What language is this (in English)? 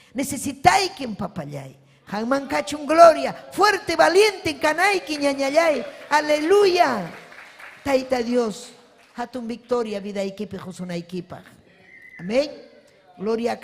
Ayacucho Quechua